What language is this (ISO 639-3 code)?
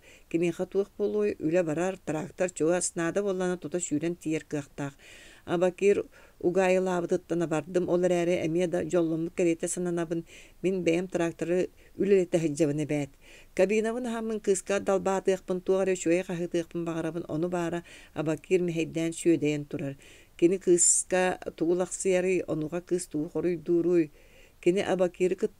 sah